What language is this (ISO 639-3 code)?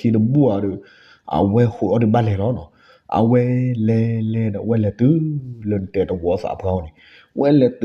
ksw